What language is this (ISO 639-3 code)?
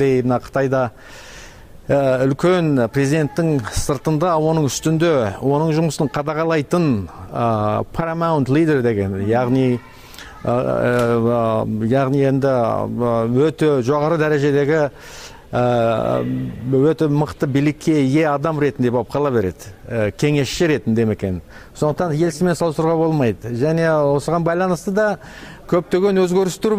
kir